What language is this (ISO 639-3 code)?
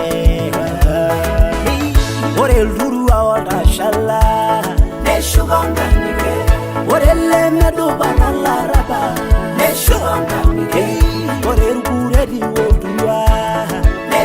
mas